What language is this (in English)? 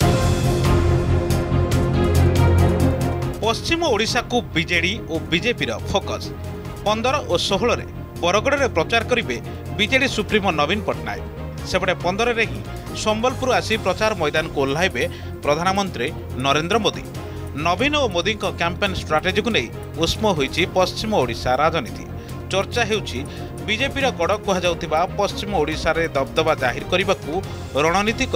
Odia